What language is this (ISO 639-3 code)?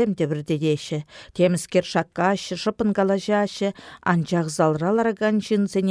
chv